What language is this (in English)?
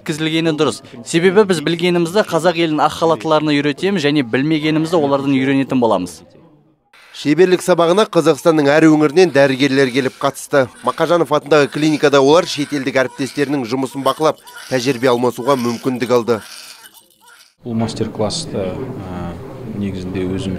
Kazakh